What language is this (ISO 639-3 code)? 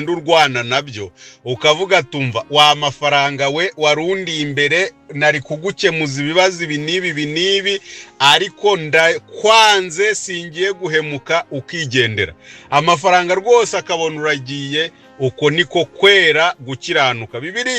kin